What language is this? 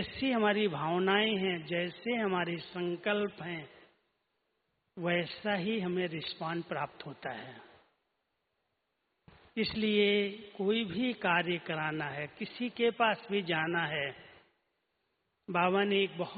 Hindi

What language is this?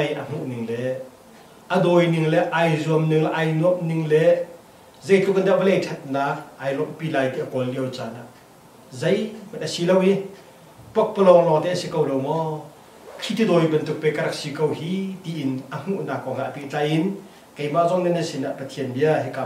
Hakha Chin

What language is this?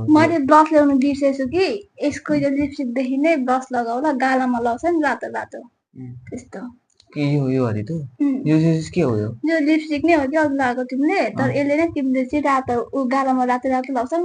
Nepali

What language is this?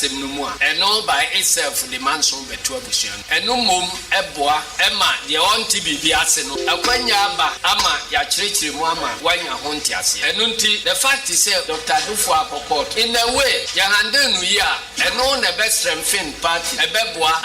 Akan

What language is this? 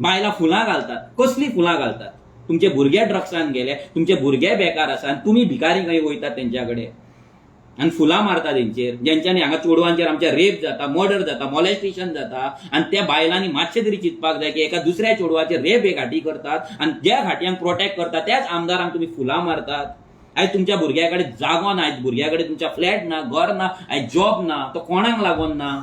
Konkani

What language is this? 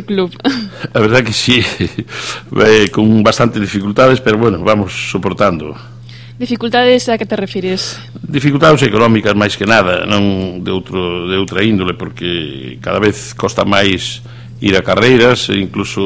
Galician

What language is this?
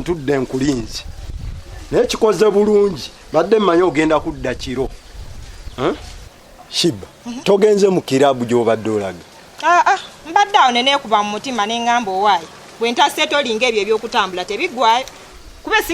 Ganda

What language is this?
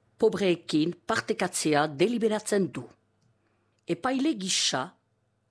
Basque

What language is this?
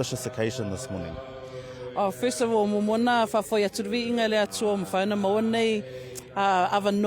Māori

